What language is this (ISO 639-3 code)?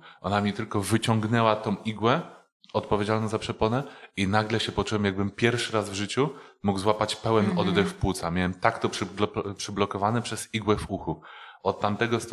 pol